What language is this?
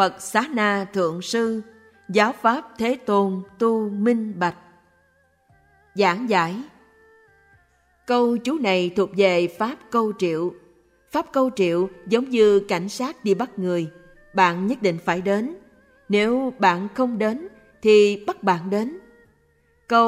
Vietnamese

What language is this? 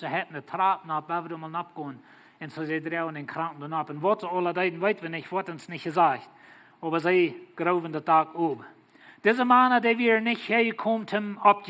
Plautdietsch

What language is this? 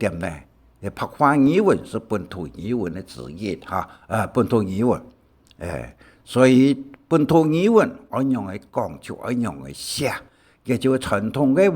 Hakka Chinese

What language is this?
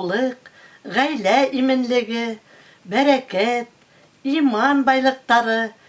Bashkir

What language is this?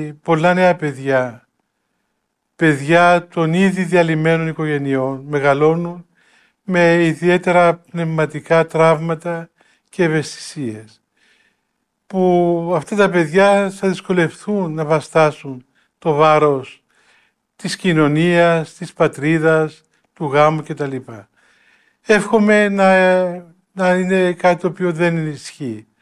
Greek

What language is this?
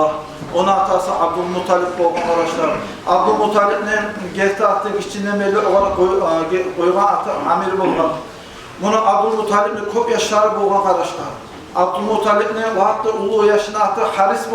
Kumyk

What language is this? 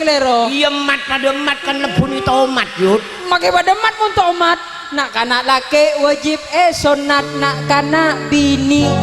Madurese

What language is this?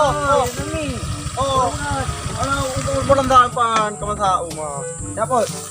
Achinese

